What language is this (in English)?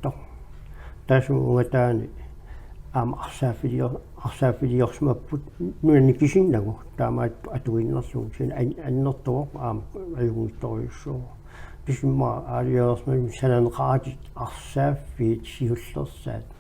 Kalaallisut